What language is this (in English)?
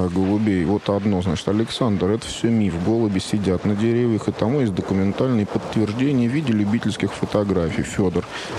Russian